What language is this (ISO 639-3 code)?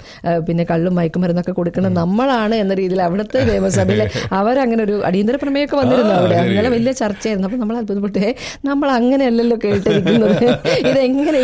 mal